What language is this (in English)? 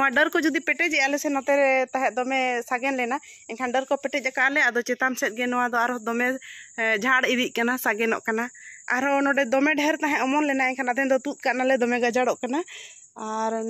Santali